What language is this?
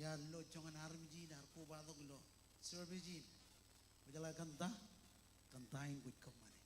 Marshallese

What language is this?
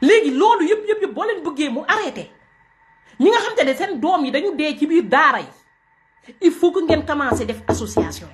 Wolof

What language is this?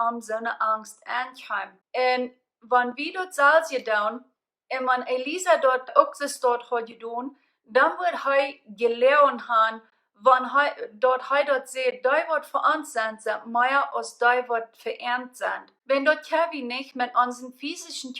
Plautdietsch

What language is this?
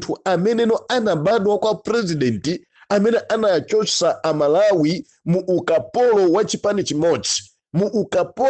Nyanja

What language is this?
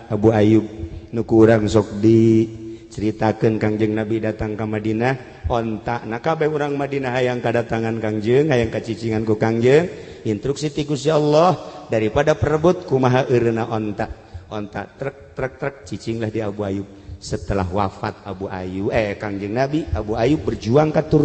Sundanese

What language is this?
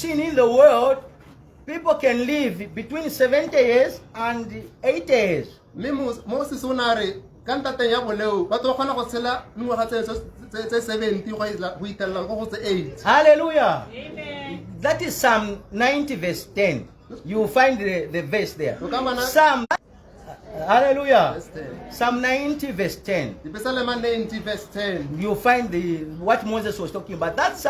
Tswana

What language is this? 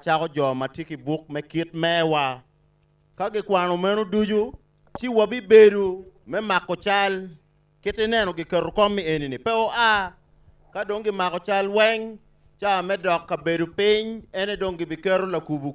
Acoli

